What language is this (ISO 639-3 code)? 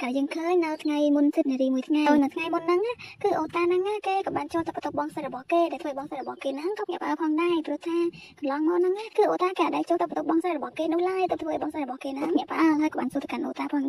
khm